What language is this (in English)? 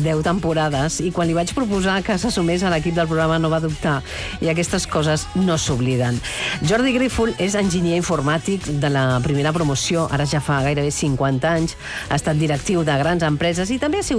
Catalan